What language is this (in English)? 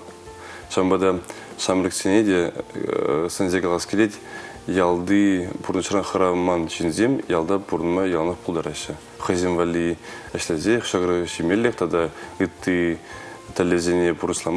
Chuvash